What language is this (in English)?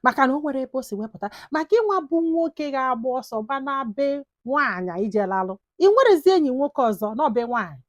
Igbo